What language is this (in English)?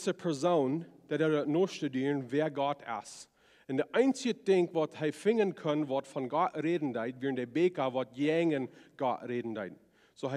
Plautdietsch